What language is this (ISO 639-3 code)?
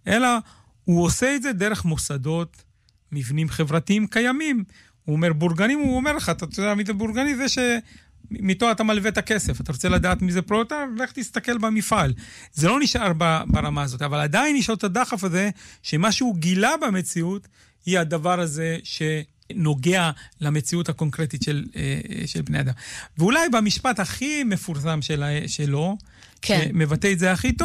heb